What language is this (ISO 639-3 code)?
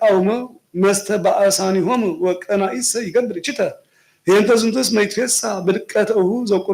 gez